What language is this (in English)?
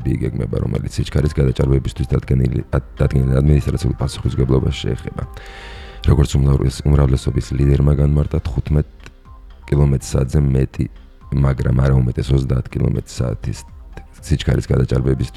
Georgian